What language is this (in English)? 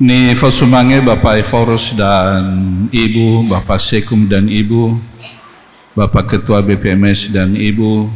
Nias